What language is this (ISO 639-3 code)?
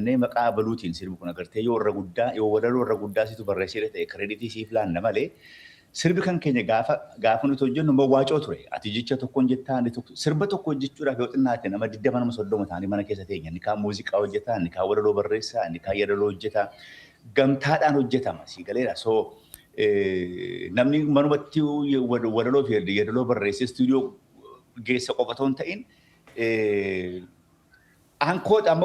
orm